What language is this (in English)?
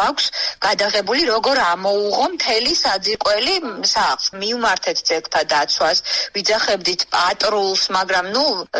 Georgian